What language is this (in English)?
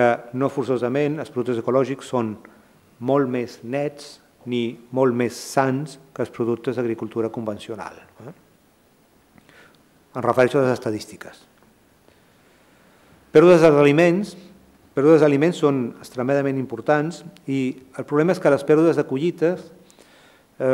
Catalan